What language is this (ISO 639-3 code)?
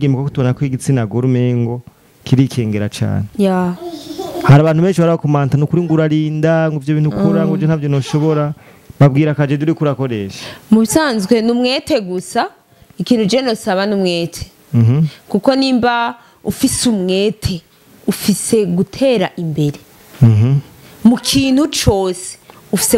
run